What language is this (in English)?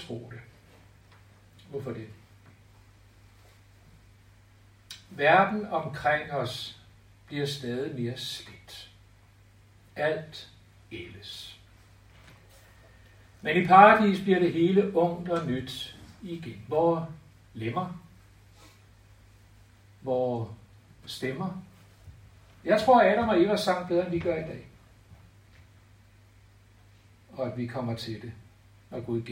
Danish